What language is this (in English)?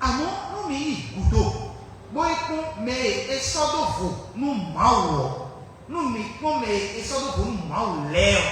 Fon